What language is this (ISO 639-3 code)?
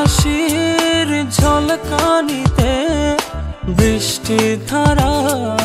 ben